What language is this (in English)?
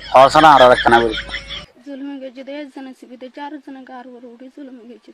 Rohingya